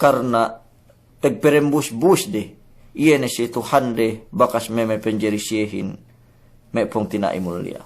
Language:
Yakan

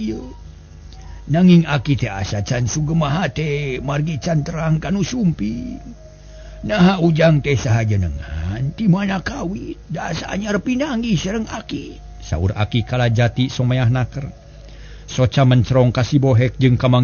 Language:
Sundanese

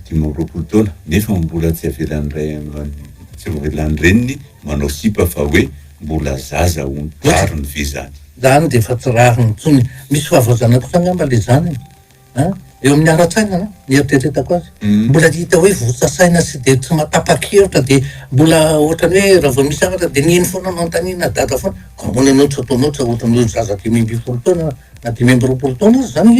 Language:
Malagasy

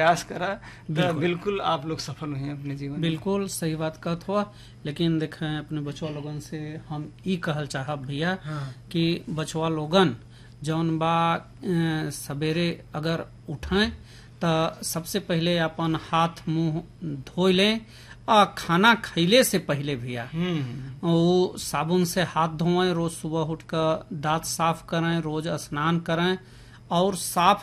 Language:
Bhojpuri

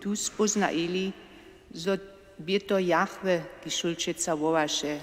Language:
Upper Sorbian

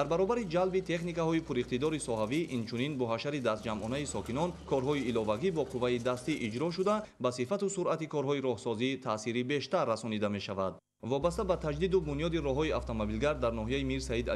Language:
Tajik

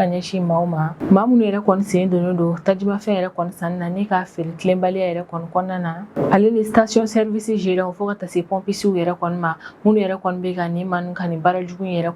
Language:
Bambara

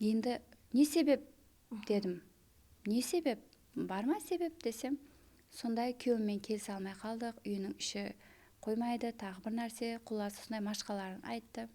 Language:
Kara-Kalpak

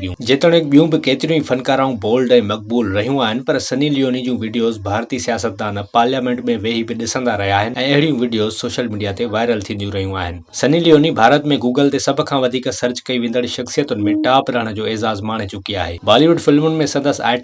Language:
Sindhi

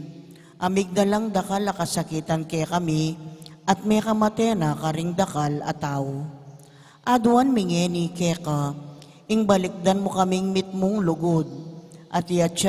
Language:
Pampanga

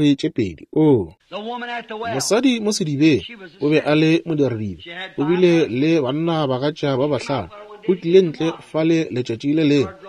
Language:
Northern Sotho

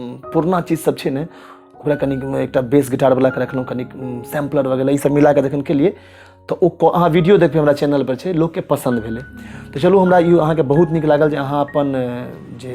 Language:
Maithili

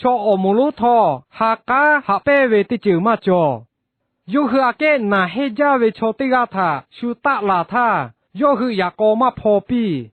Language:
Lahu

